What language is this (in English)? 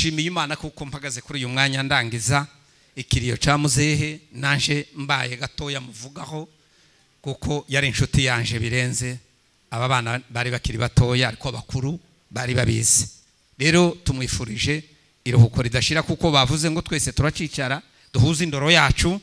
Kinyarwanda